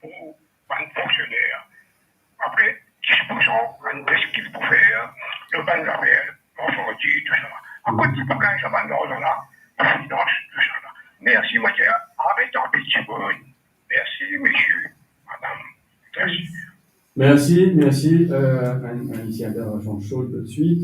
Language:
Morisyen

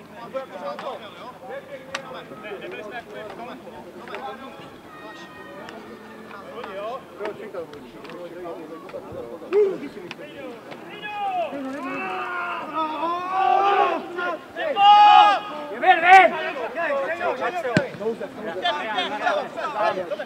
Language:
Czech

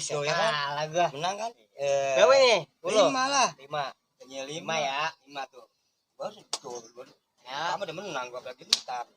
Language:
Betawi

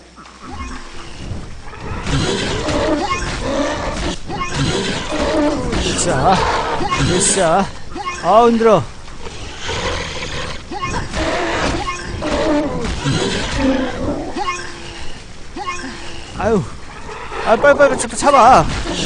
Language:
Korean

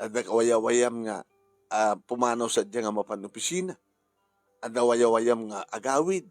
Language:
Iloko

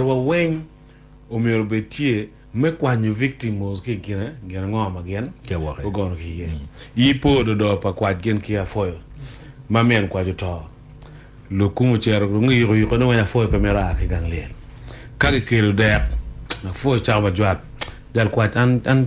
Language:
Acoli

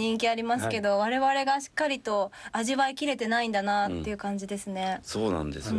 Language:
Japanese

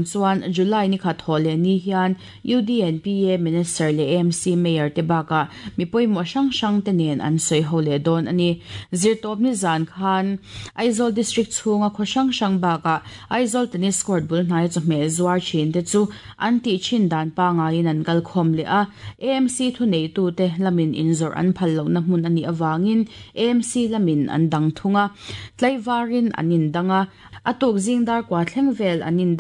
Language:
Mizo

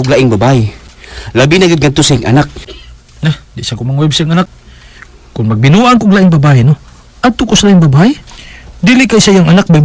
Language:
Cebuano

